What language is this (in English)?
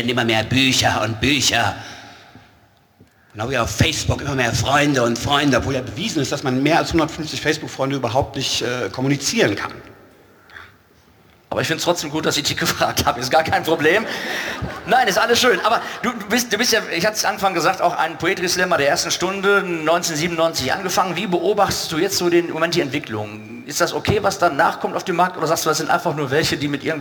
German